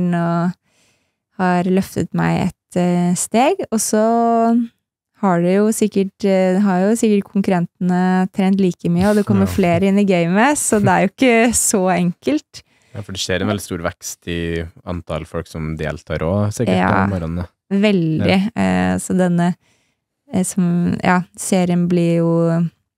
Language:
Norwegian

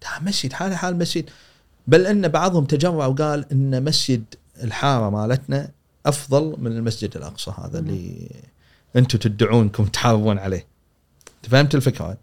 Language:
Gulf Arabic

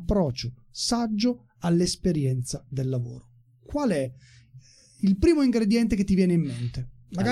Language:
Italian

